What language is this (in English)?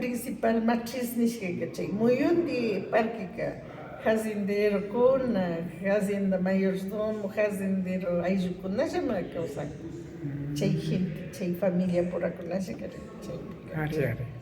Imbabura Highland Quichua